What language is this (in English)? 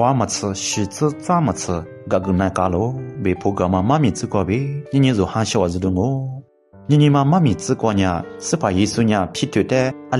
Lisu